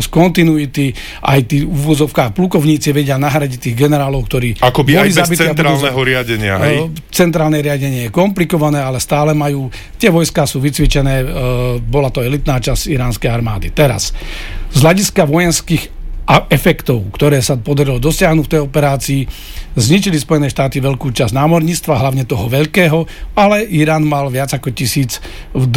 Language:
Slovak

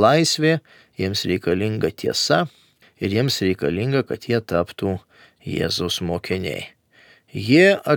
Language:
Lithuanian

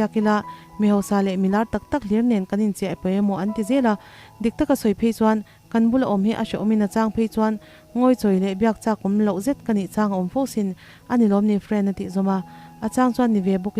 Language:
Mizo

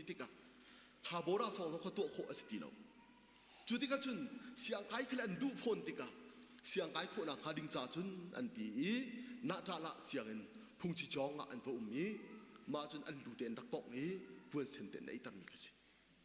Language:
Hakha Chin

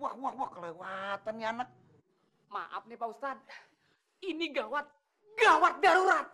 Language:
Betawi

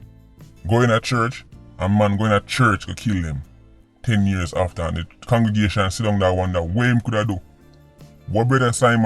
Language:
Jamaican Creole English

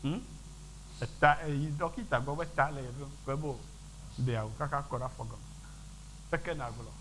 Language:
Ewe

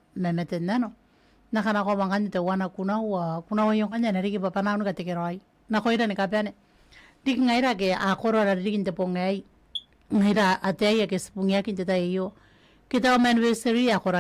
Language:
Gilbertese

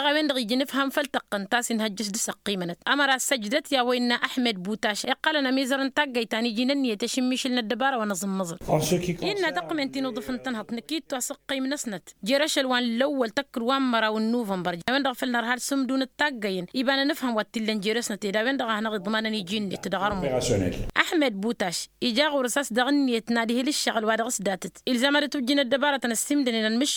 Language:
Tamasheq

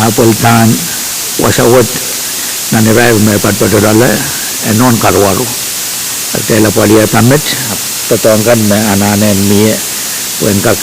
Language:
Pohnpeian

